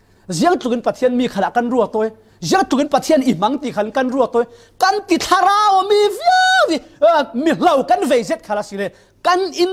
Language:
Falam Chin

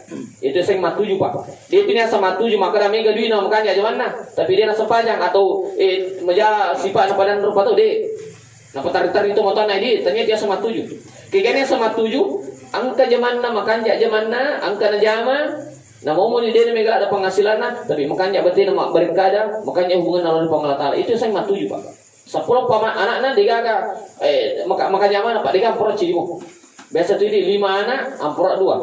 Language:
Buginese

